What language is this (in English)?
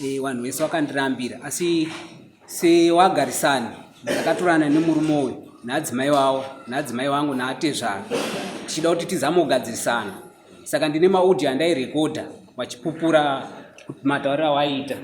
Shona